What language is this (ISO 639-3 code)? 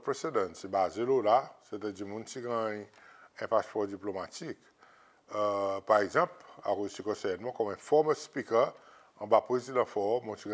crs